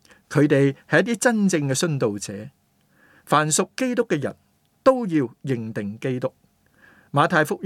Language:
Cantonese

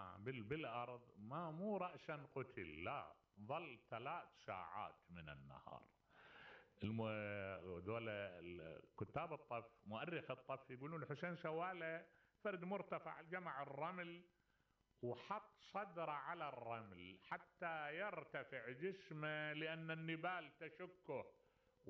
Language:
Mesopotamian Arabic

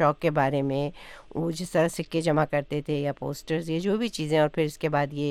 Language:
Urdu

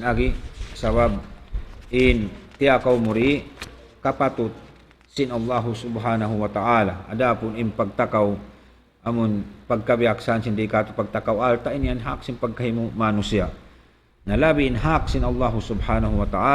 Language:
Tausug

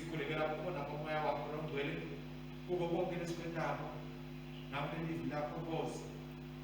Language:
Swati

